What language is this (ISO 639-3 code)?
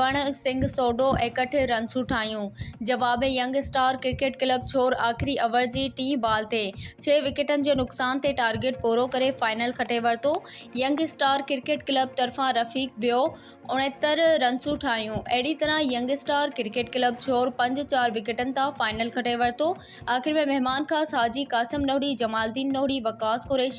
snd